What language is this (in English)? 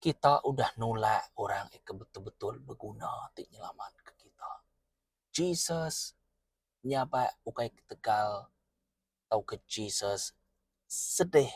Iban